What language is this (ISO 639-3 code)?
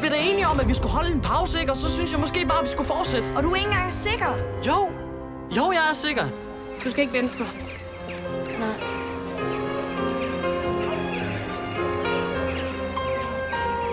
dan